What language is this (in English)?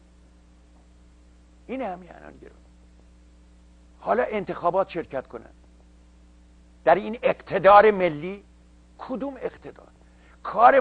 Persian